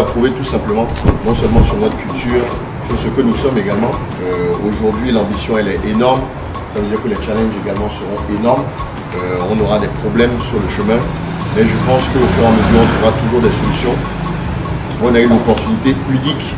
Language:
French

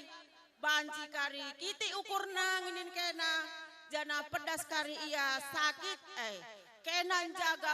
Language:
Batak Karo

